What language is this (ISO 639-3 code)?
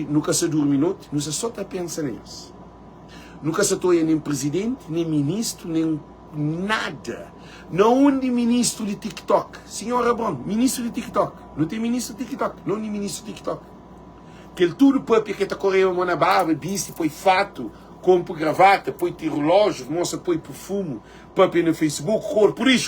kea